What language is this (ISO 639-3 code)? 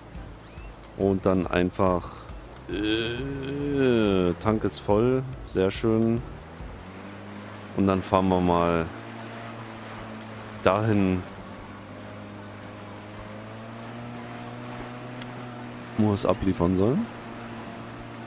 deu